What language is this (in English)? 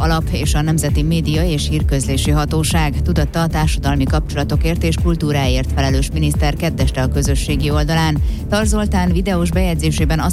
Hungarian